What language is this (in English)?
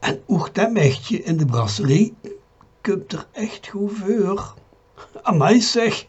Limburgish